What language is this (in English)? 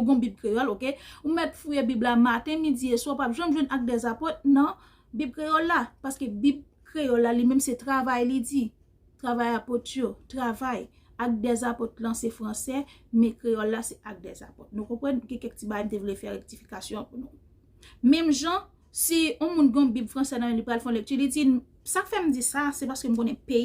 Haitian Creole